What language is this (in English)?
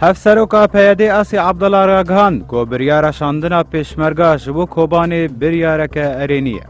Kurdish